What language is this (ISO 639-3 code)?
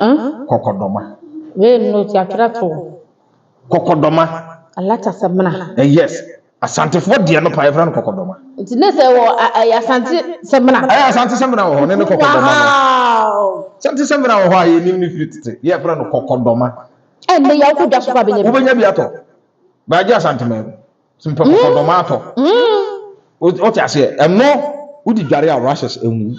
aka